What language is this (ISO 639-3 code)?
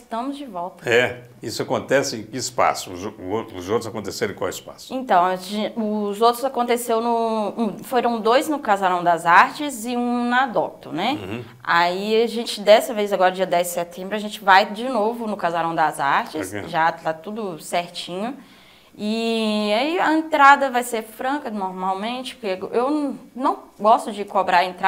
por